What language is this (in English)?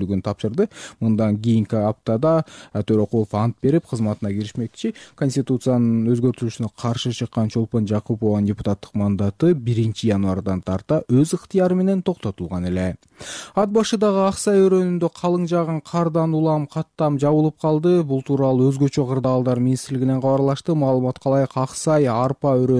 Kyrgyz